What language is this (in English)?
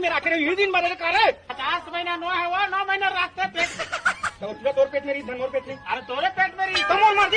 Chhattisgarhi